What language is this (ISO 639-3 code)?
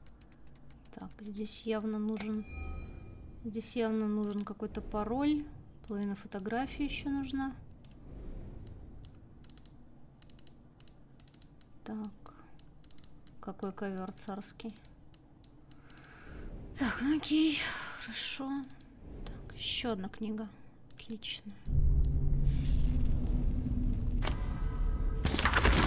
rus